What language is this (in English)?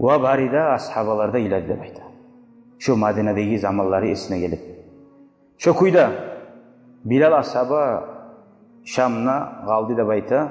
Kumyk